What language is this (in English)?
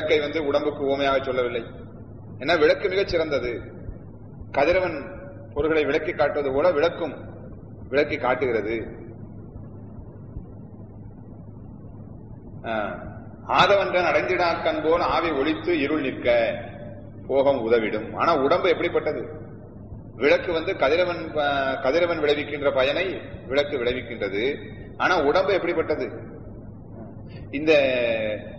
Tamil